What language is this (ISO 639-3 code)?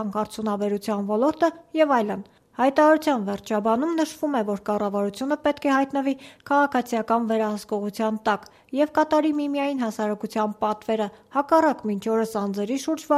hye